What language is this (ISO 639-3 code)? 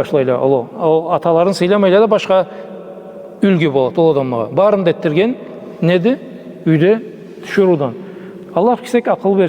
krc